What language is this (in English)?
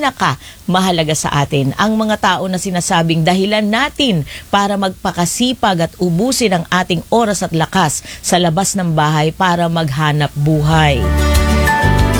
Filipino